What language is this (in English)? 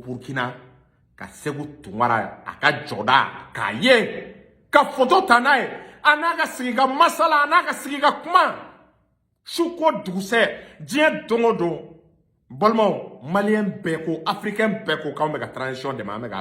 Bambara